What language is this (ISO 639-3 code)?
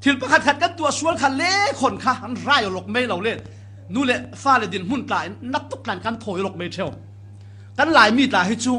cfm